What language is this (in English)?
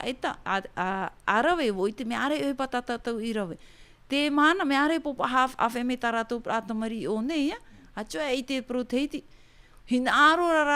Tahitian